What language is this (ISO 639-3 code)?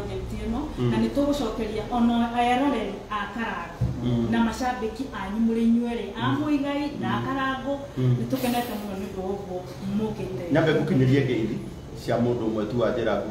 kik